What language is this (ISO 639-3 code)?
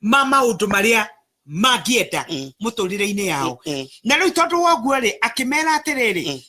kik